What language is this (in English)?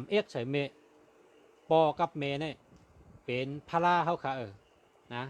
Shan